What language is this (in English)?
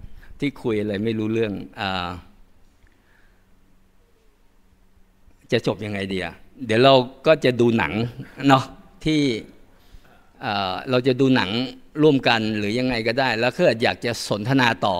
Thai